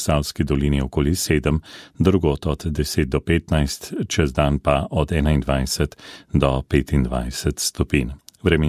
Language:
Slovenian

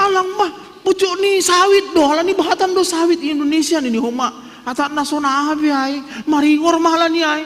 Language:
Batak Simalungun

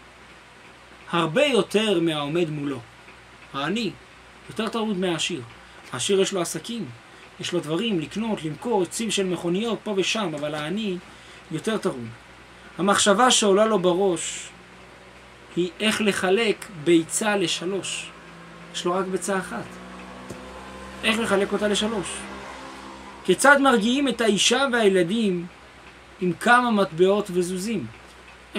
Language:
Hebrew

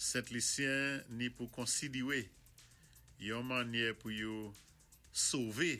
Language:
Saint Lucian Creole French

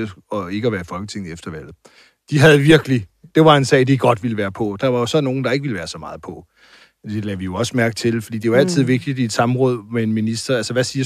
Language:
Danish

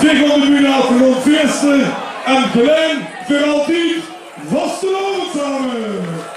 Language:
Limburgish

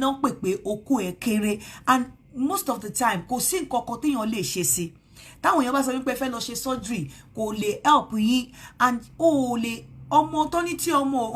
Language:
Yoruba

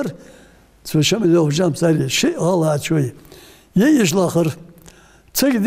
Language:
Ingush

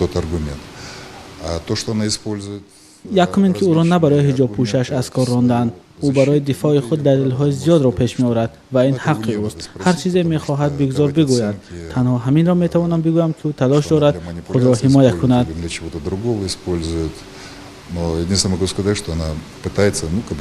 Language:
Tajik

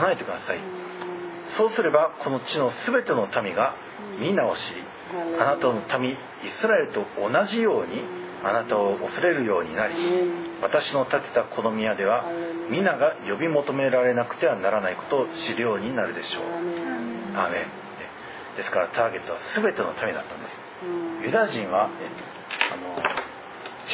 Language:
Japanese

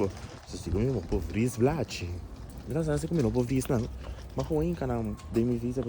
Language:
Papiamento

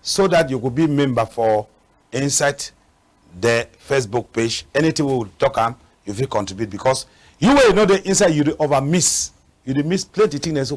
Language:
Cameroon Pidgin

